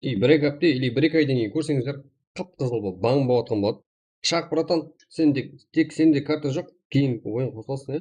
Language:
Kara-Kalpak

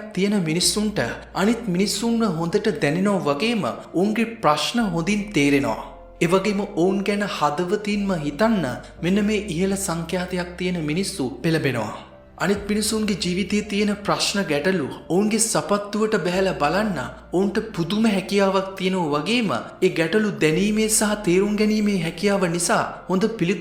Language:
Sinhala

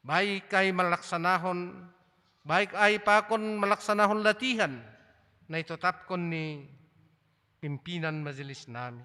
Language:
Batak Simalungun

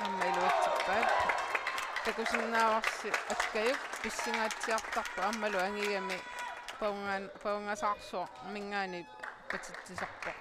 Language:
Kalaallisut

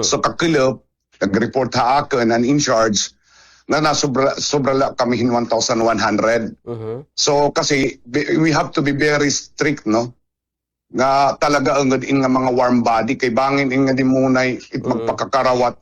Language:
Waray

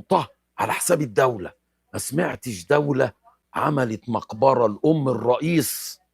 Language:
Egyptian Arabic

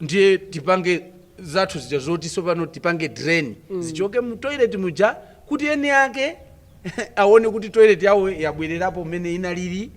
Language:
Nyanja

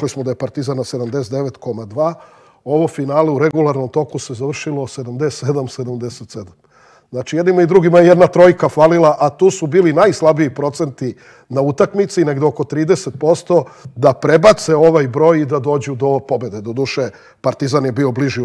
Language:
Serbian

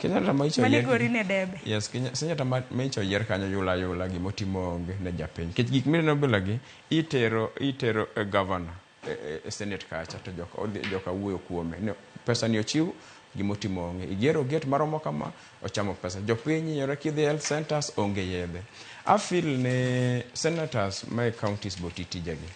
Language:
Luo (Kenya and Tanzania)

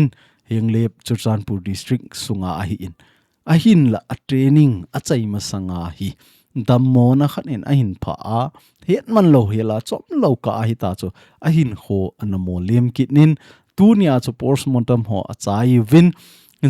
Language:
Thado Chin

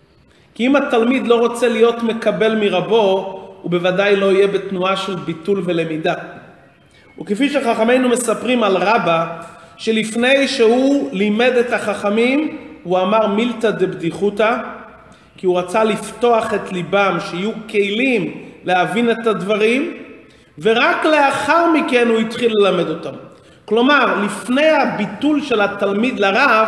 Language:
Hebrew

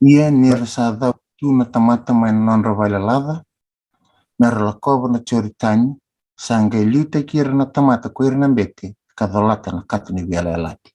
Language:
Fijian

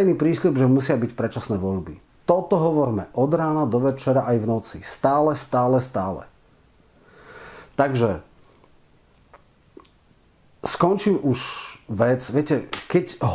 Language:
Slovak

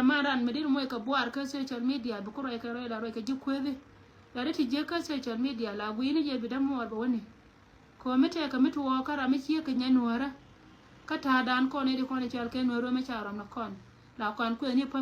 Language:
Nuer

